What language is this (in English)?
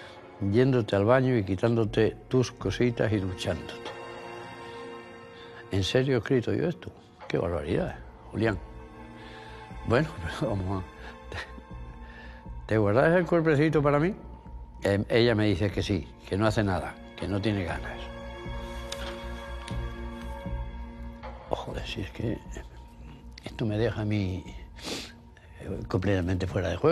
Spanish